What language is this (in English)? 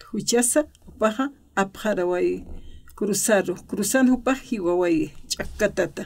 Aymara